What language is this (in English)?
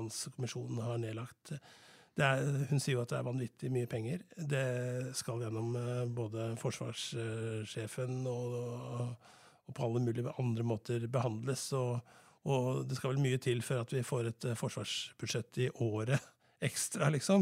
Norwegian